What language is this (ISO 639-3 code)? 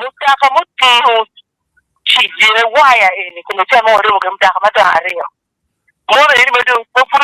ach